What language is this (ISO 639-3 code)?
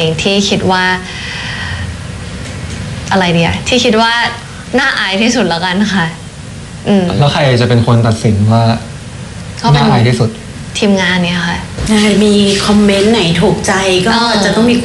tha